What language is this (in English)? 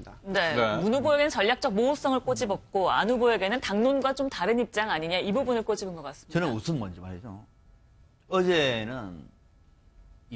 Korean